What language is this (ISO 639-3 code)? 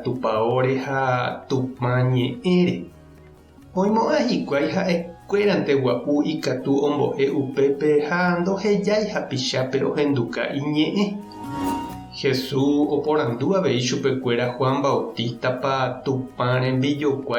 grn